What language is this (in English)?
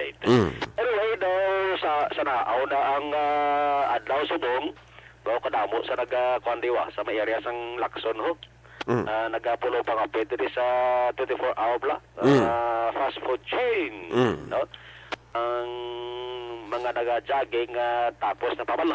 Hiligaynon